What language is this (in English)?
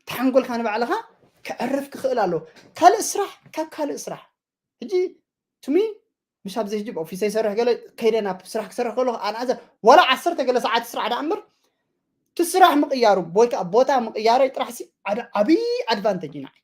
Tigrinya